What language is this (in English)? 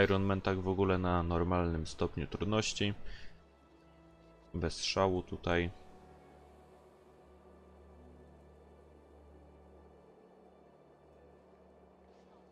Polish